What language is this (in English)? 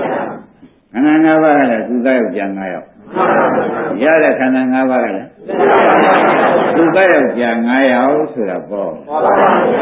Burmese